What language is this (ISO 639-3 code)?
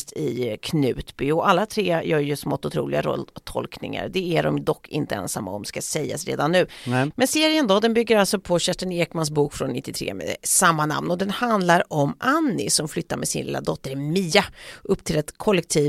swe